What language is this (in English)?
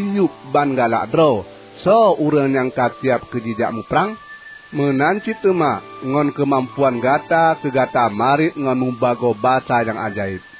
Achinese